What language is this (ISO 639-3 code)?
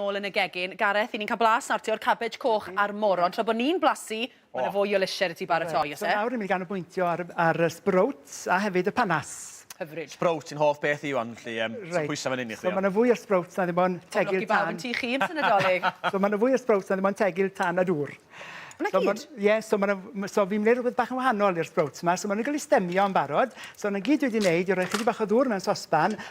cym